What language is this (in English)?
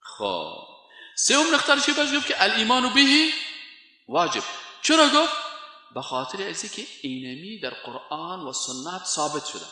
Persian